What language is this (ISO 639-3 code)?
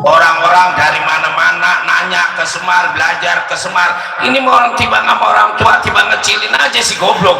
bew